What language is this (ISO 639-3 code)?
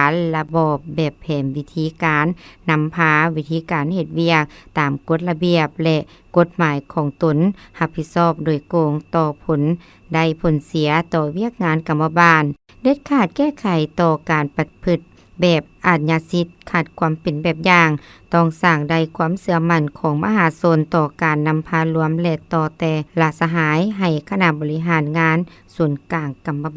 lao